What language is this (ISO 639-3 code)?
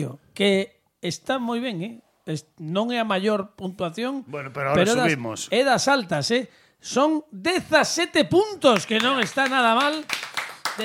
glg